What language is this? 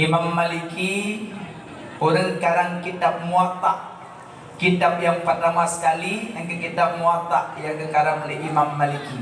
Achinese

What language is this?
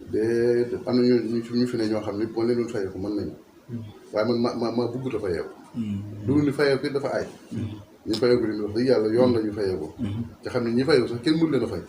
Wolof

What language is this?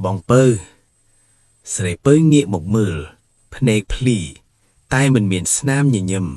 Khmer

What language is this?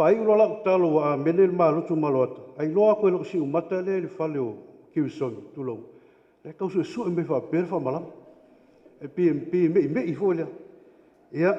Samoan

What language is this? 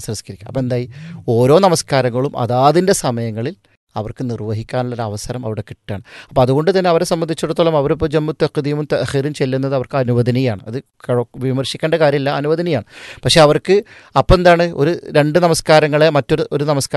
Malayalam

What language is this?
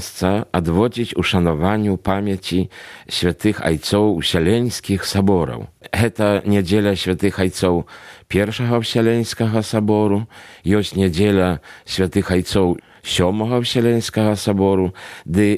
Belarusian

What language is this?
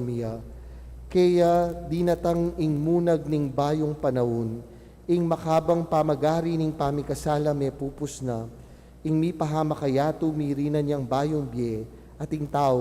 Pampanga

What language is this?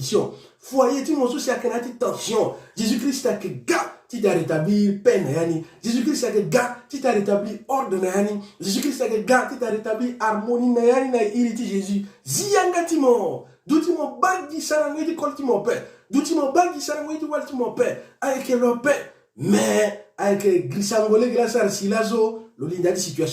Sango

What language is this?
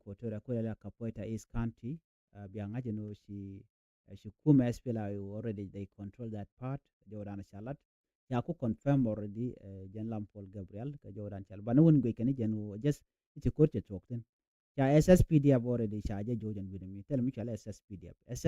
Nuer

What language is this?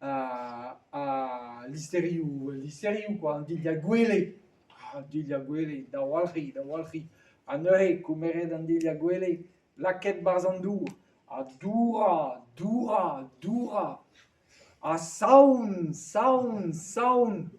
Breton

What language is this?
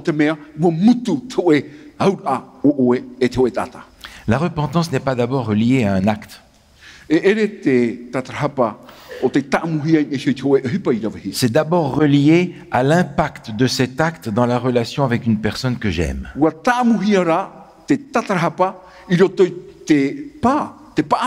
Tahitian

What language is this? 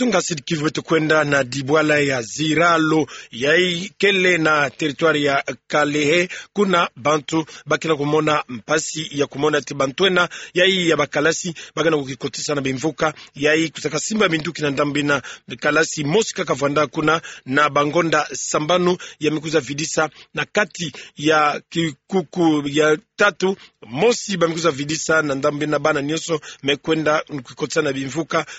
Kituba (Democratic Republic of Congo)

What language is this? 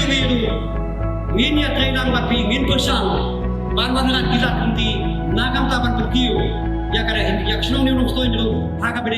Khasi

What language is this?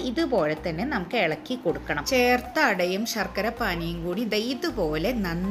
Malayalam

